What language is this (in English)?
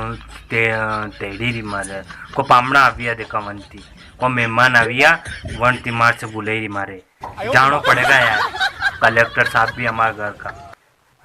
Rajasthani